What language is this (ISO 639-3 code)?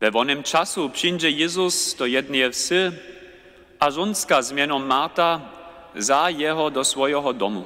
hsb